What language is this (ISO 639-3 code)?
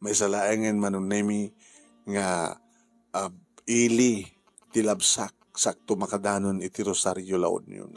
ilo